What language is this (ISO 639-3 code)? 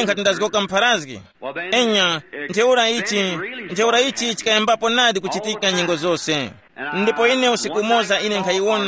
tum